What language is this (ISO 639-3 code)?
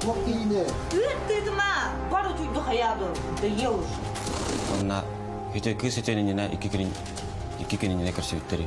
sah